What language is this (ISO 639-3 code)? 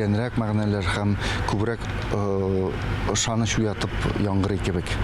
tat